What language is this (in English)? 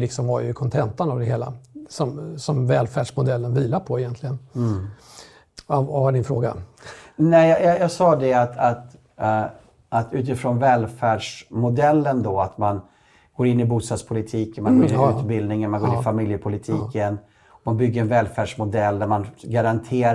Swedish